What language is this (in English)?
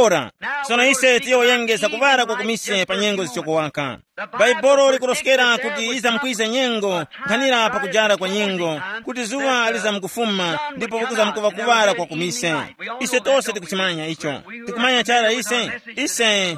Tumbuka